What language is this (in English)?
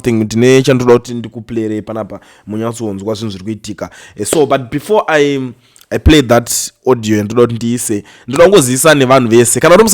Shona